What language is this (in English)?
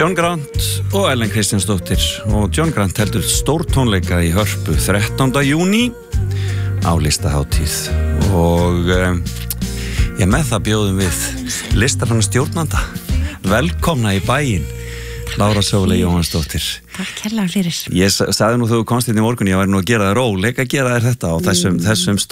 Icelandic